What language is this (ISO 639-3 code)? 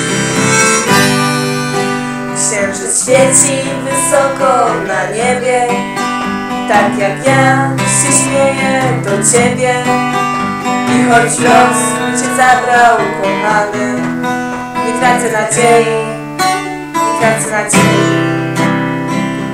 pol